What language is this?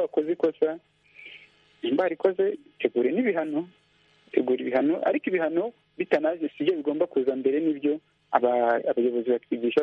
Kinyarwanda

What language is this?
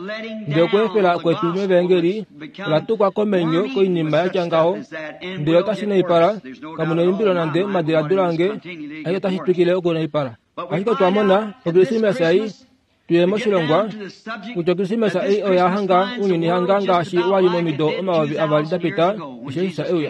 Kuanyama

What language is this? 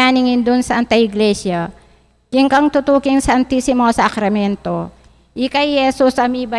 Pampanga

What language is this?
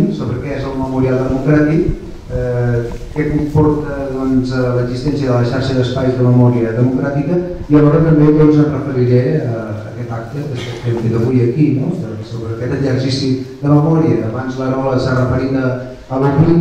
Catalan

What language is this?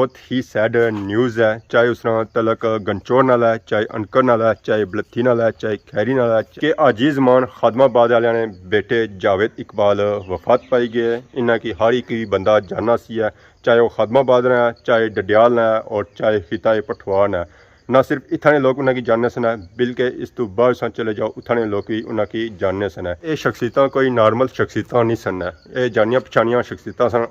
Pahari-Potwari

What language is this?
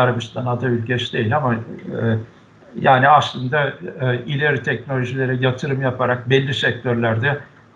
Turkish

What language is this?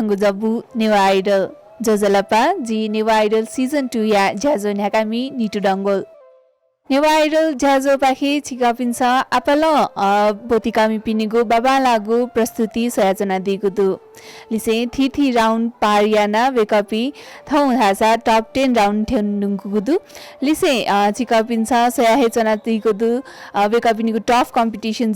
Newari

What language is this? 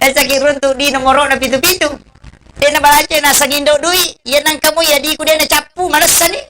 Buginese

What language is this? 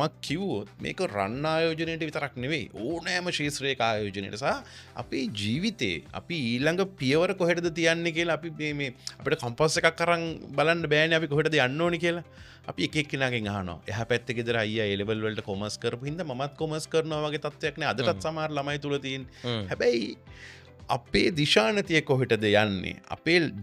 Sinhala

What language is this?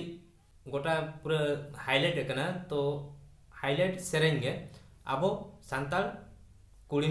Santali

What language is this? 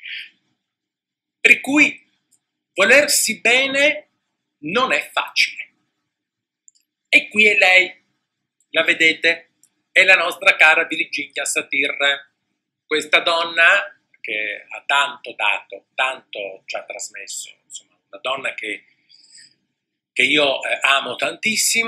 Italian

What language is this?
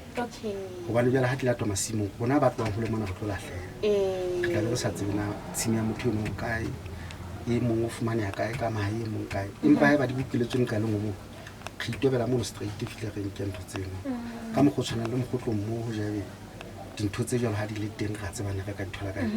Southern Sotho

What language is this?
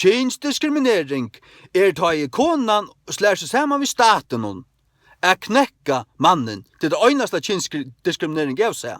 Faroese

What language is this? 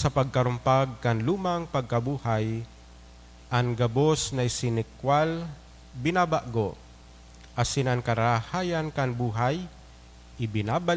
Bikol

